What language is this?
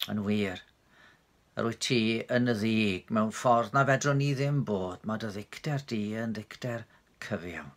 Welsh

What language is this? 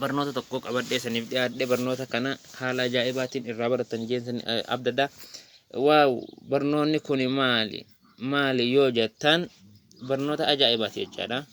Oromo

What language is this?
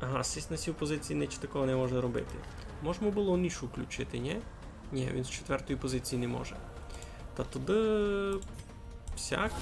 Rusyn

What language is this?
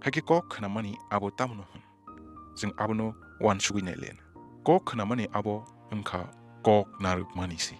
Kok Borok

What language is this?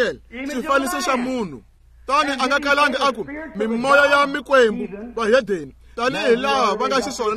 Tsonga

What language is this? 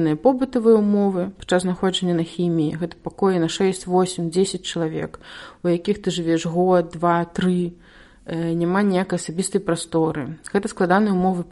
Belarusian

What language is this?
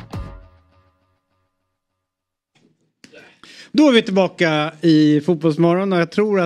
Swedish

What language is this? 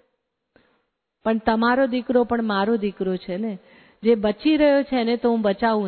Gujarati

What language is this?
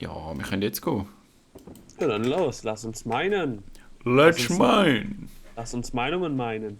Swiss German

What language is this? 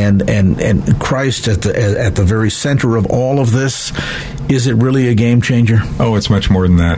English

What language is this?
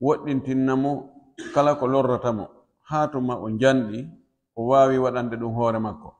Pular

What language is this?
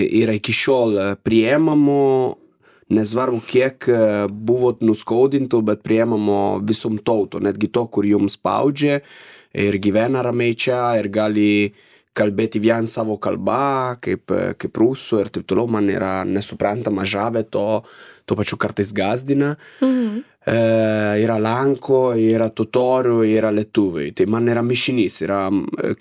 Lithuanian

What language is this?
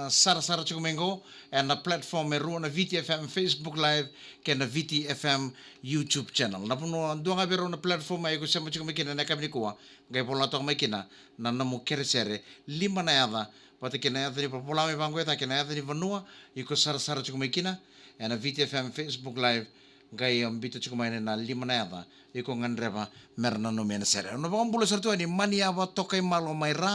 Fijian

